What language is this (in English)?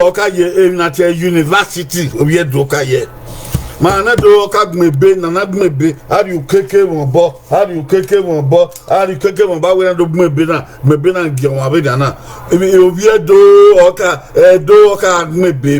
Bini